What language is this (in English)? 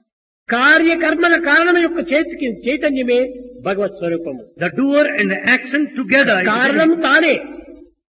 Telugu